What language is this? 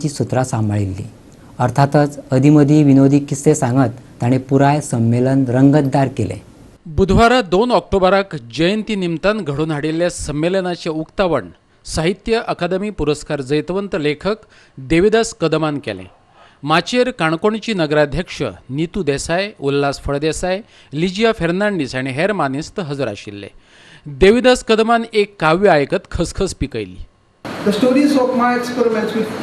Konkani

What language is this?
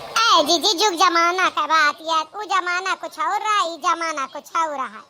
Awadhi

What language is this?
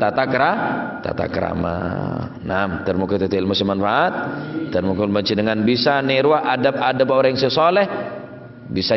Madurese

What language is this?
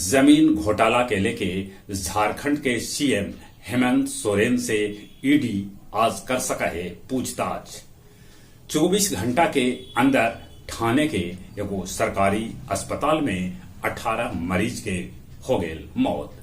Magahi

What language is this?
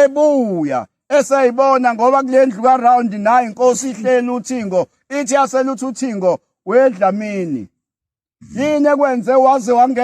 Zulu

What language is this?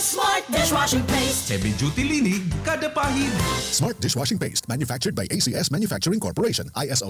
Bikol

